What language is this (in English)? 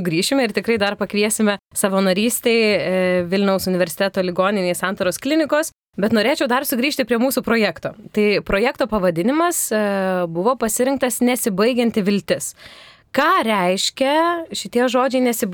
Lithuanian